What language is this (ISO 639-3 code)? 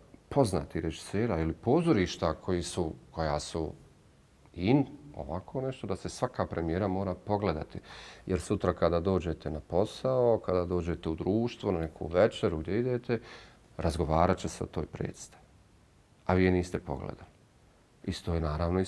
bos